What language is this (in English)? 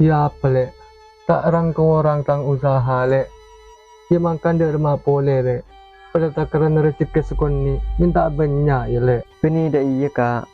Madurese